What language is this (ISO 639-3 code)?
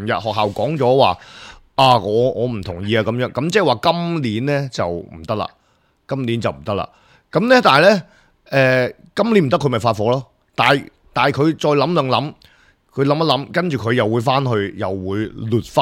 yue